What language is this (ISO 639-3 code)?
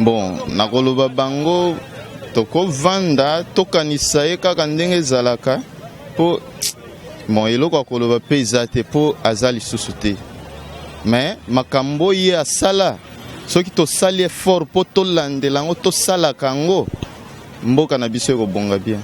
lin